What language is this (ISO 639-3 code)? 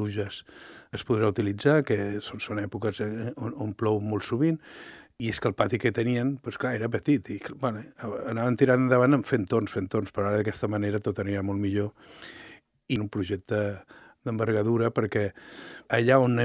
cat